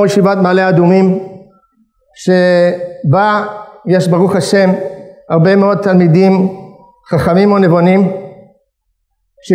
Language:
Hebrew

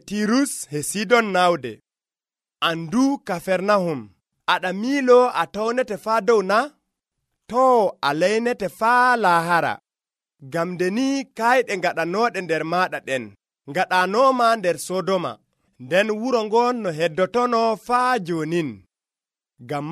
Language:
Nigerian Fulfulde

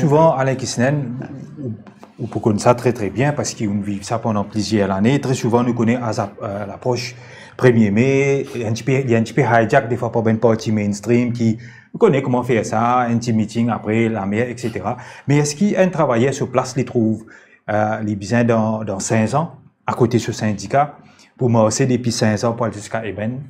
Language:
Morisyen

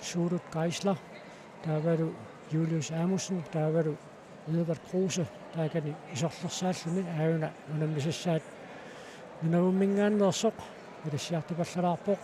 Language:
Kalaallisut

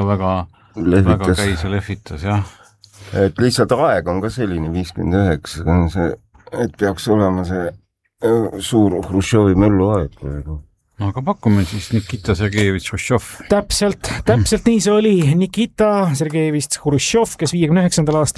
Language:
Estonian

